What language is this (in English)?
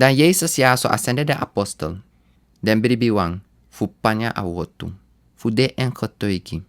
Sranan Tongo